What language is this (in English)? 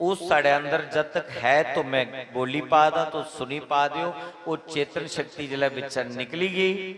Dogri